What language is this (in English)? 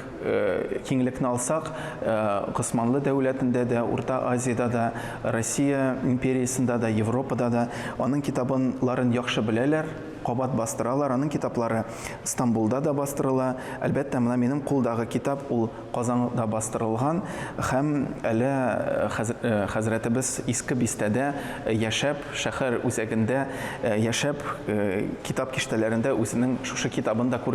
Tatar